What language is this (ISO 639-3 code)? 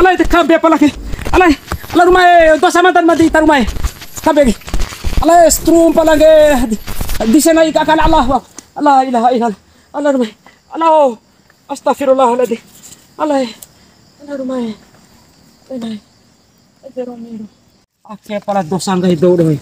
bhp